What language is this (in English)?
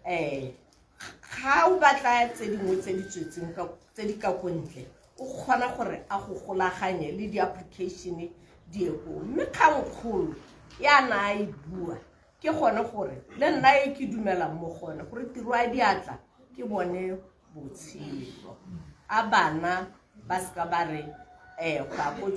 Tswana